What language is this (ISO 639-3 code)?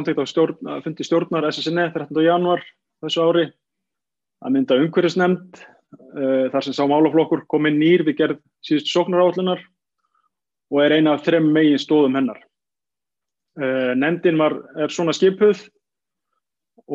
isl